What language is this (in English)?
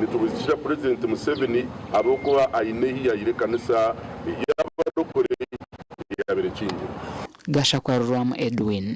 Nyankole